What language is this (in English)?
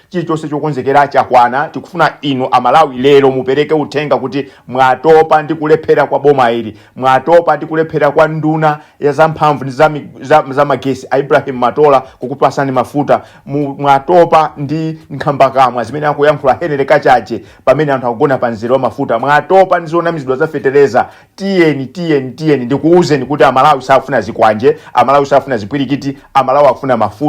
Nyanja